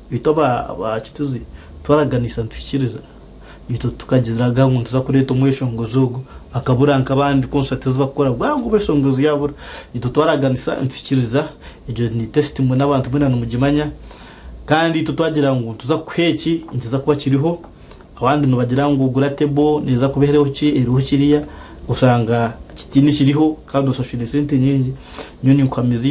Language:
Nyankole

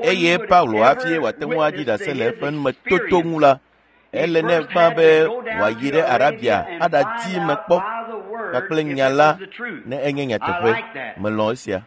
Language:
Ewe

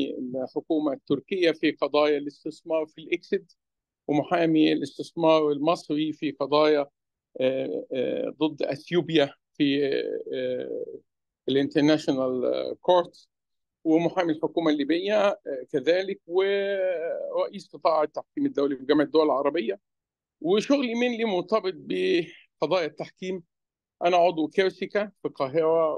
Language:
Egyptian Arabic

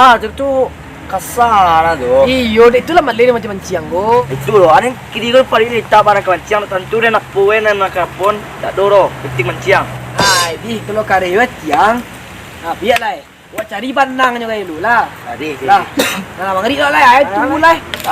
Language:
Minangkabau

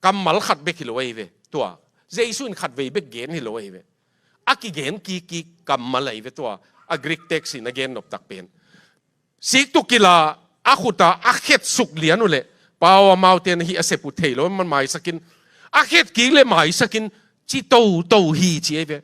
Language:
Tedim Chin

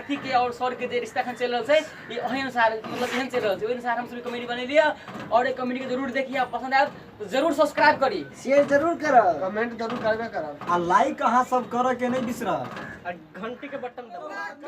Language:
Maithili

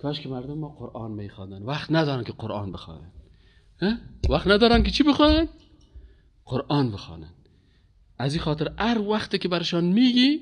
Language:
Persian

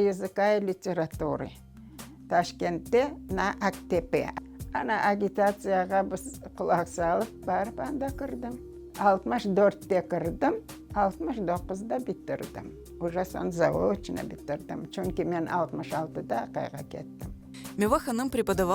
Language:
Crimean Tatar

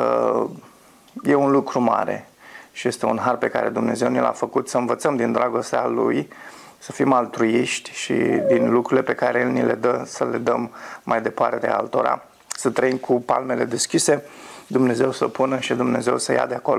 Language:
Romanian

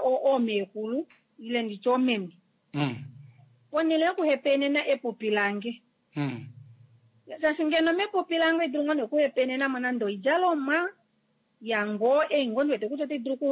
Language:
Kuanyama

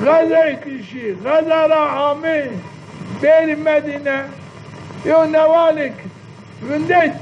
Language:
Zaza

